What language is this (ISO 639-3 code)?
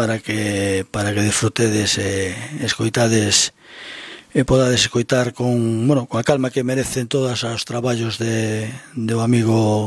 glg